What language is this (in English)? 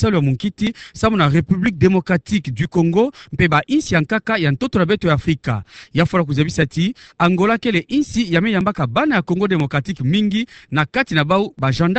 Kituba (Democratic Republic of Congo)